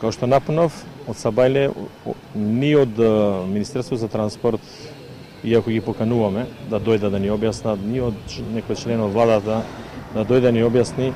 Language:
Macedonian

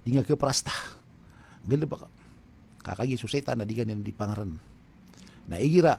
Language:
Maranao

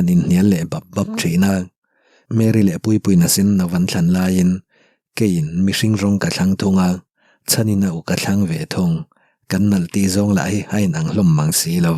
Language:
Mizo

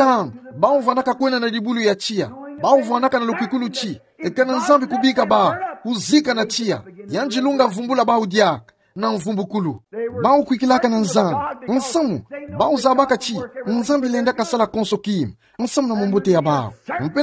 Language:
Kituba (Democratic Republic of Congo)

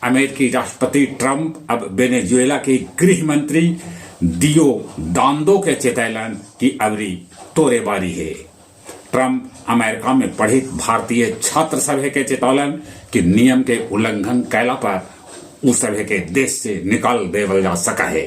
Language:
Magahi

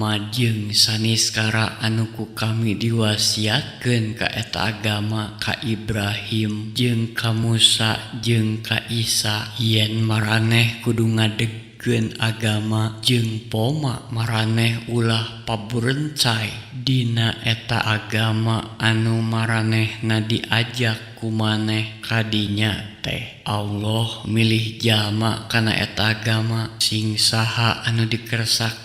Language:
Sundanese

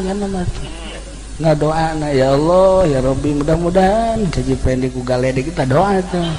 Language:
Sundanese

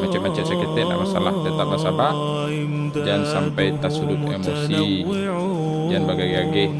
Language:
Minangkabau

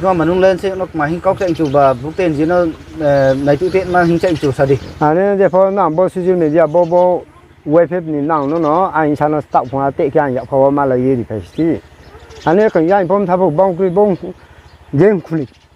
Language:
Riang (India)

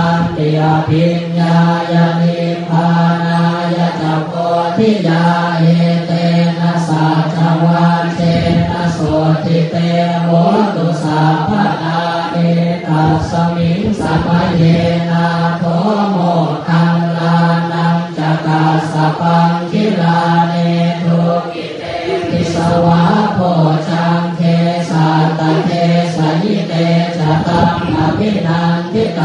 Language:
Pali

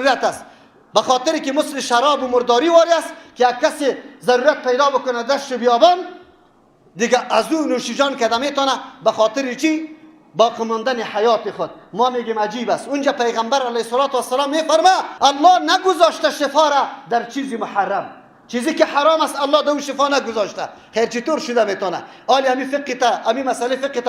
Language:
Persian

